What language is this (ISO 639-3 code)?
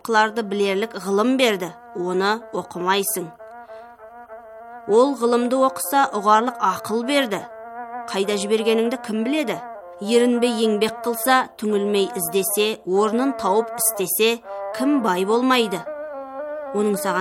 kaz